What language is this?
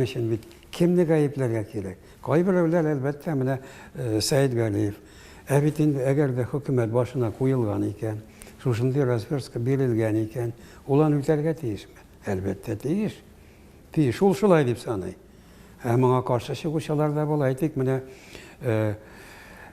Tatar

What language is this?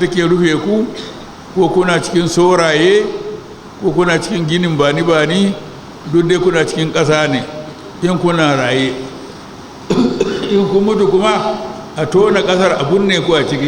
Hausa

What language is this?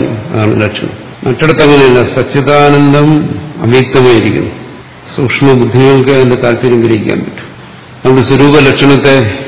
Malayalam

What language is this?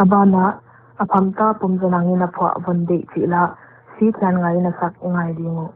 Paite Chin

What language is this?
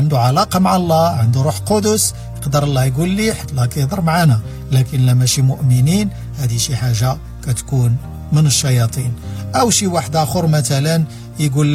Moroccan Arabic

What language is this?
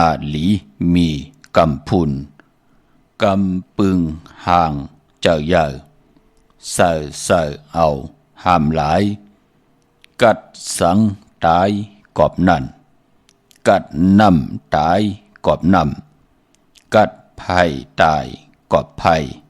Shan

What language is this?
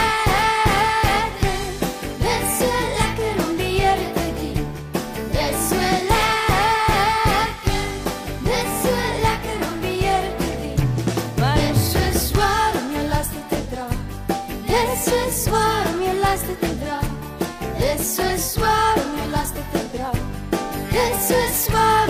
Afrikaans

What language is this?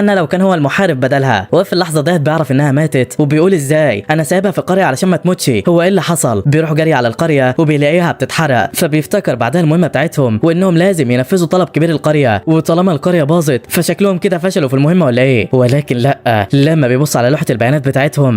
Egyptian Arabic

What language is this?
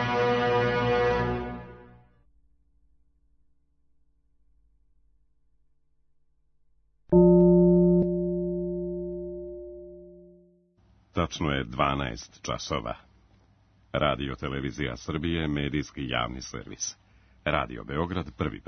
Serbian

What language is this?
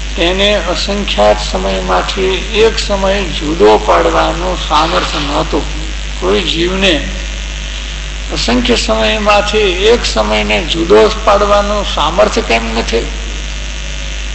Gujarati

